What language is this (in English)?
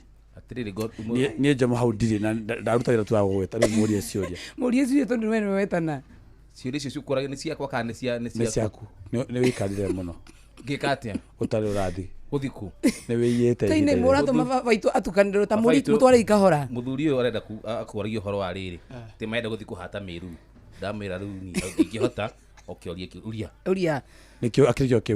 Kikuyu